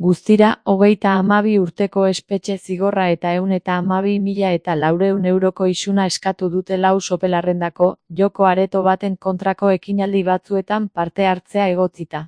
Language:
Basque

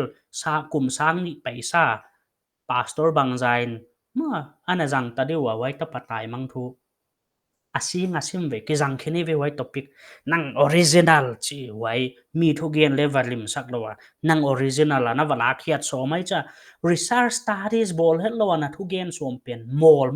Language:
Paite Chin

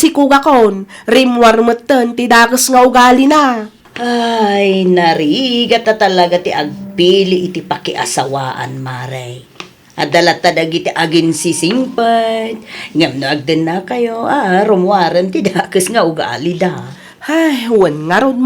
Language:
Iloko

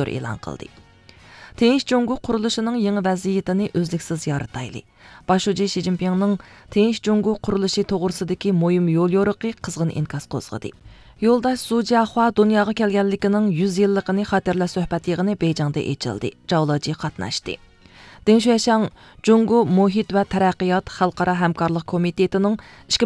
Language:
Uyghur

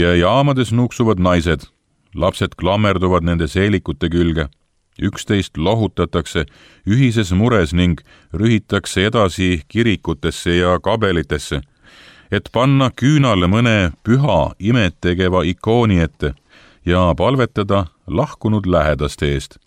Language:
Estonian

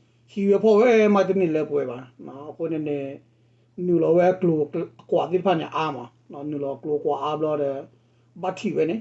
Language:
S'gaw Karen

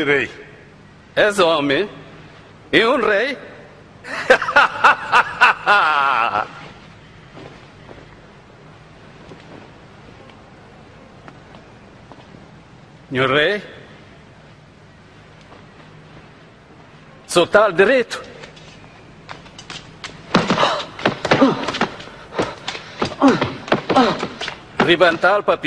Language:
Portuguese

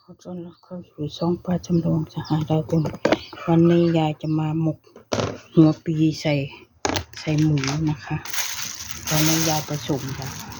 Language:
Northeastern Thai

